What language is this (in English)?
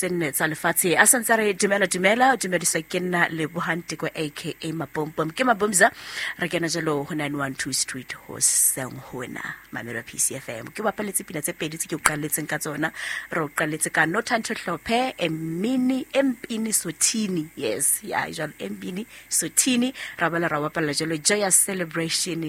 Southern Sotho